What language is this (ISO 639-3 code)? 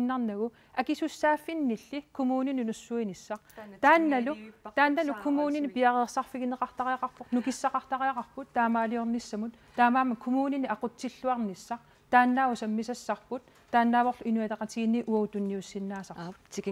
kal